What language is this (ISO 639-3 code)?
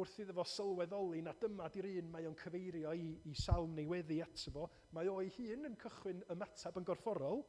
cym